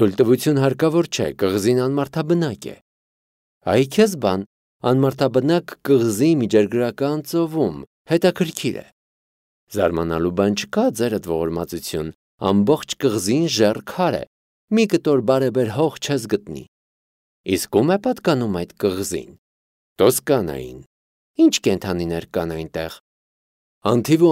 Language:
Armenian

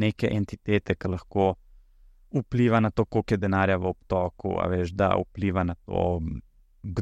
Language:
Slovenian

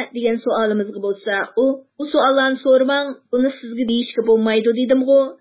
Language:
Uyghur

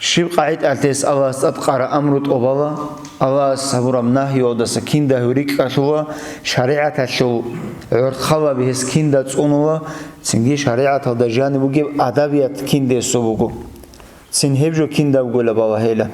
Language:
Avaric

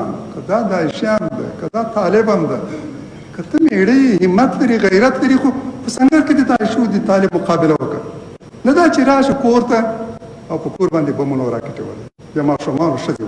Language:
Pashto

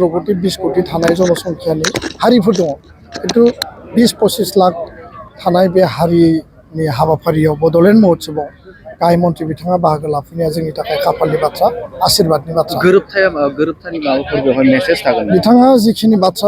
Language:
Bodo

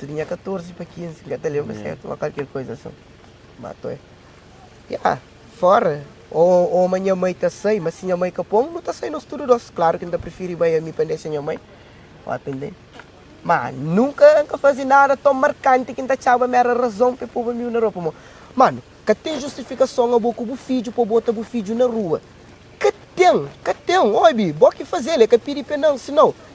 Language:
Kabuverdianu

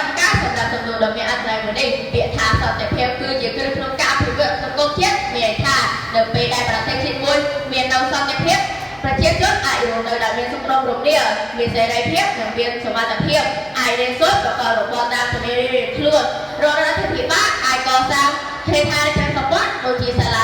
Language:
Khmer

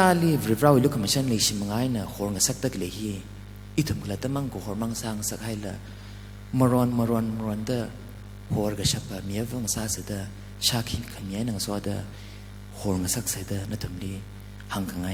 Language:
Tangkhul Naga (India)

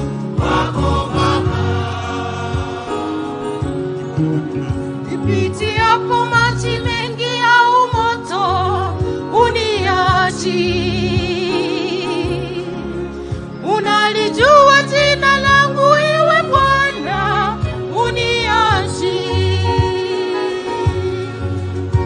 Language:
Swahili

